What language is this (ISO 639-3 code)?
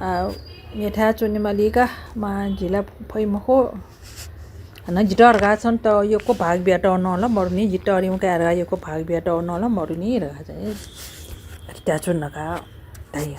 new